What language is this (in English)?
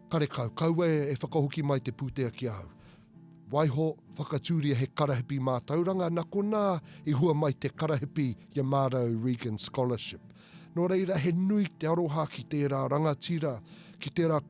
Māori